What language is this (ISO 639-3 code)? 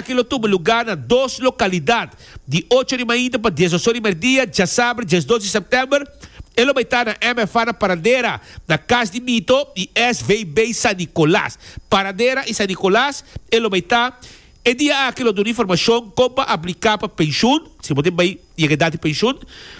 pap